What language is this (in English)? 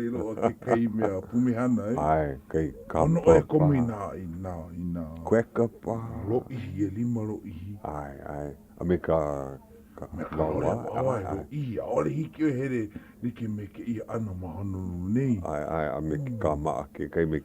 Hawaiian